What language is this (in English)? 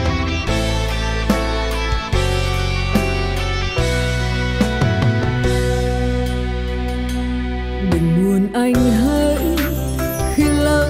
Vietnamese